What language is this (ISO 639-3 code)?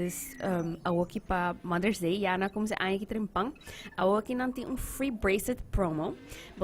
pap